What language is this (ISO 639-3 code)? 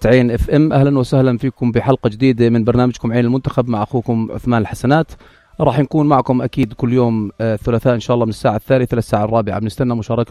apc